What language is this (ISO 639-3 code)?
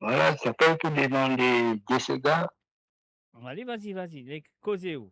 mfe